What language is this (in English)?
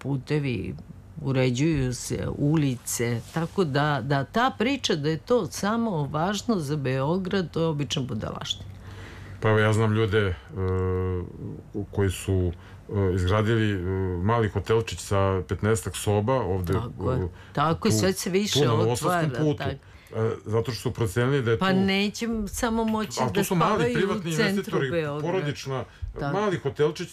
Serbian